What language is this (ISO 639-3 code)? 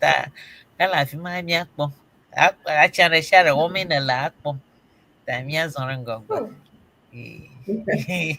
ewe